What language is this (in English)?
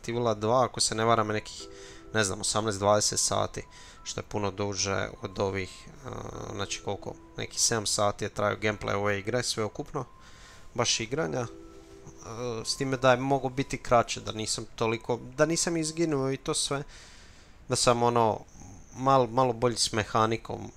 Croatian